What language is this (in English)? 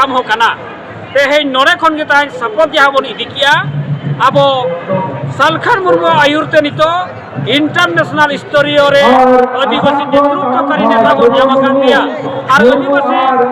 Santali